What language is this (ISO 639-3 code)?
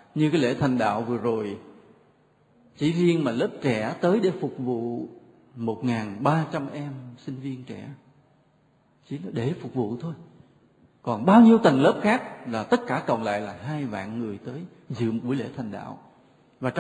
vie